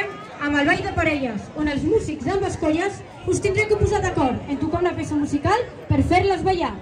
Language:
Catalan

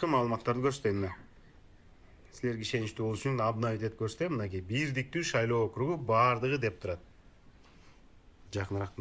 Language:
Kyrgyz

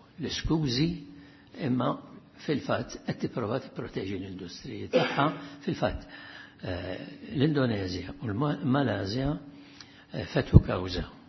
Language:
Maltese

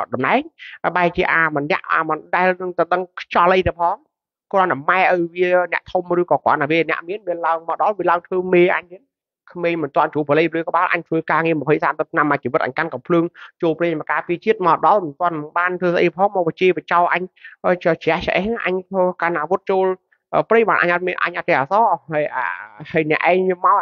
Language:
Khmer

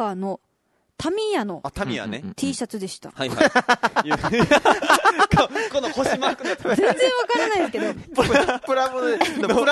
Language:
Japanese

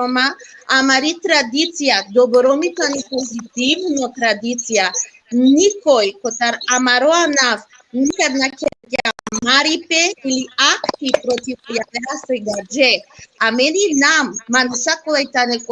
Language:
Balkan Romani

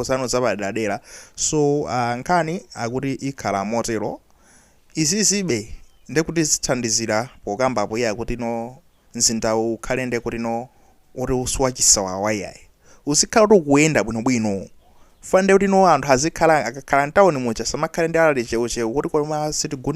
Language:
Nyanja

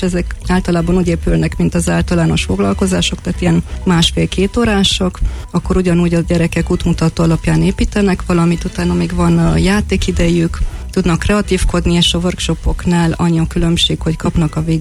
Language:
Hungarian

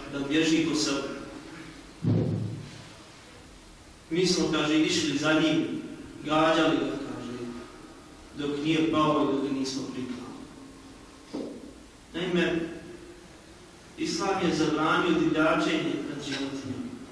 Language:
Bosnian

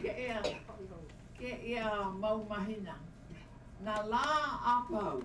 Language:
Hawaiian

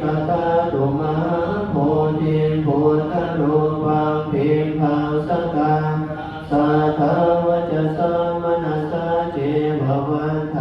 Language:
Pali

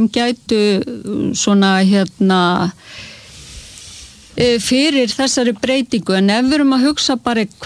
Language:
Icelandic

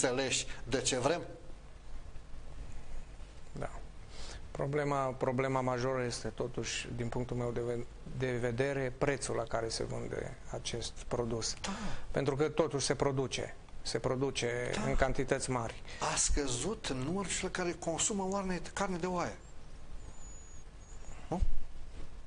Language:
Romanian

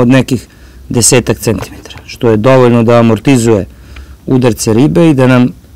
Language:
Serbian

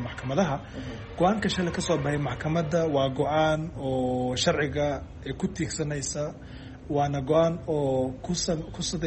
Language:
Somali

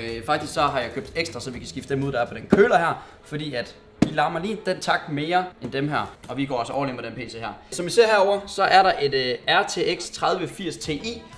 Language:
Danish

